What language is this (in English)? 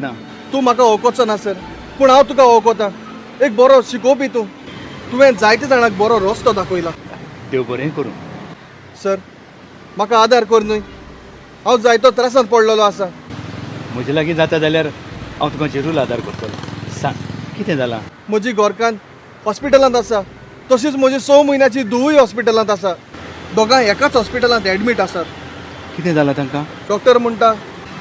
Konkani